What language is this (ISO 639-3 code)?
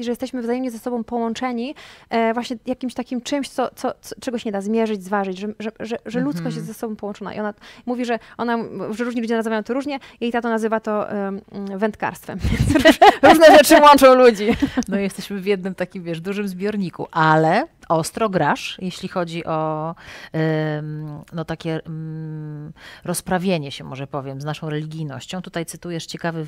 pol